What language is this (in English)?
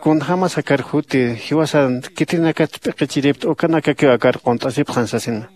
Aymara